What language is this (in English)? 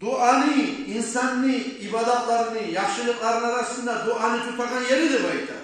Kumyk